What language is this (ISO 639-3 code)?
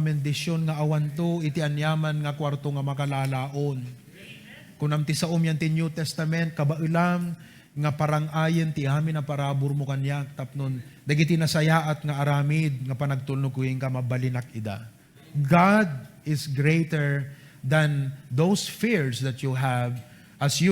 ilo